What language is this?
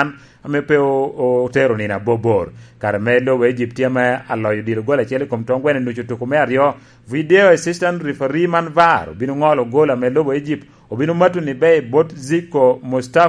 Lango (Uganda)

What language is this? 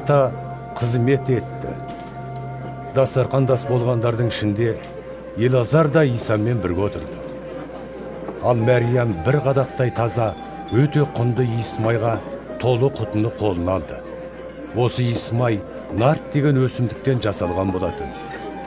Kazakh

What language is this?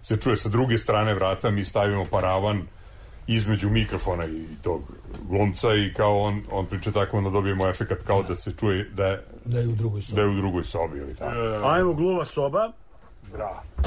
Serbian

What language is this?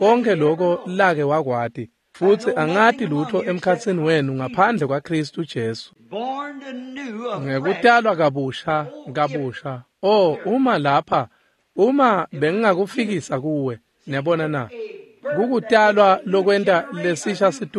Swati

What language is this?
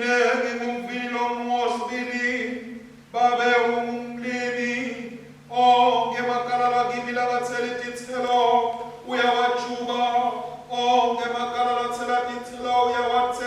Swati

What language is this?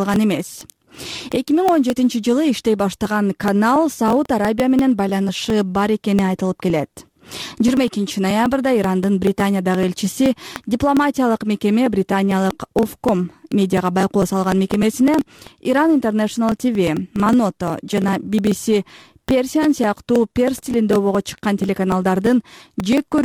Kyrgyz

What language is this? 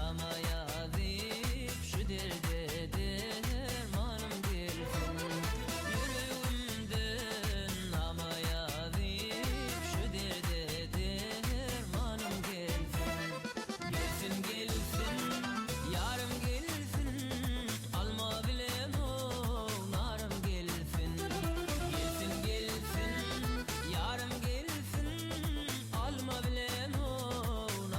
Turkmen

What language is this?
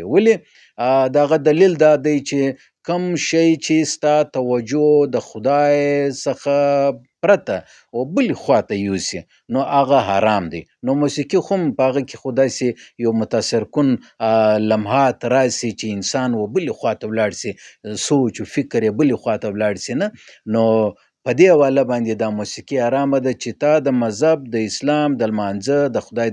Pashto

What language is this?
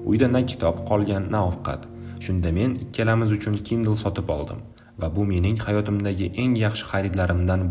Uzbek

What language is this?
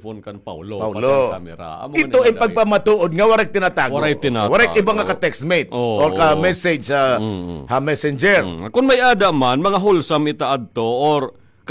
Waray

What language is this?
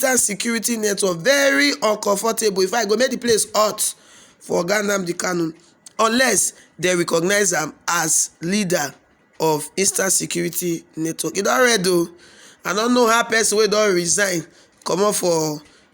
Nigerian Pidgin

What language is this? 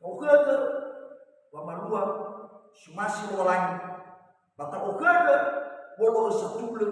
Nias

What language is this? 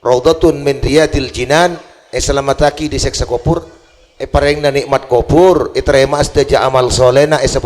Madurese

